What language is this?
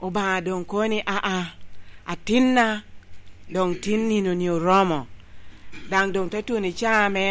Lango (Uganda)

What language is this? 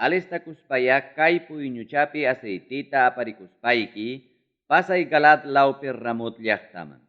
Ayacucho Quechua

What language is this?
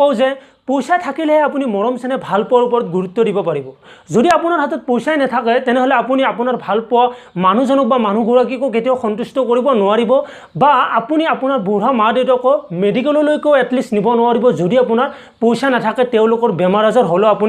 Assamese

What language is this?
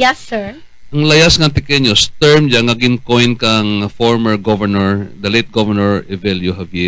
Hiligaynon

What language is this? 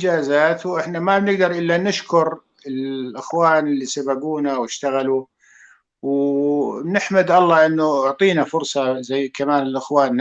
North Levantine Arabic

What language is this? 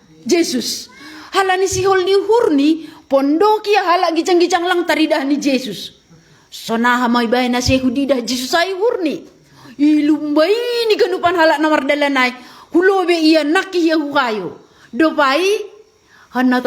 Batak Simalungun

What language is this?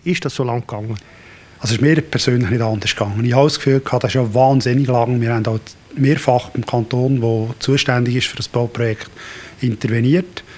Swiss German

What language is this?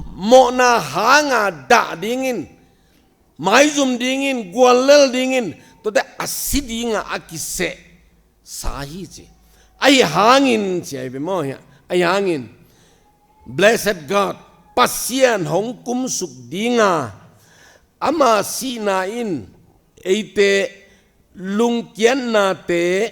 Tedim Chin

